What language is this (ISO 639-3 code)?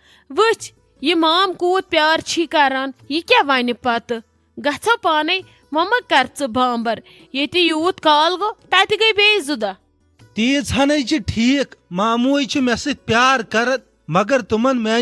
kas